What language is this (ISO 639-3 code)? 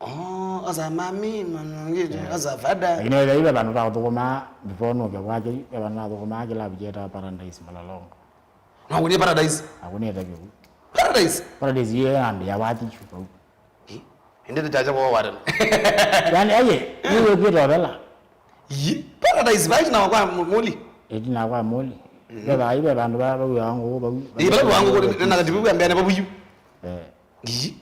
kam